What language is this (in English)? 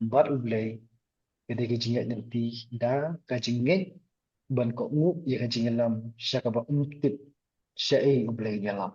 Khasi